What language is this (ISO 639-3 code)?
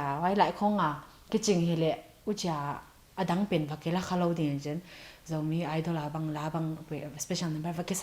pck